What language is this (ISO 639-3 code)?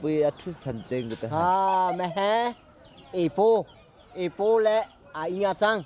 cnh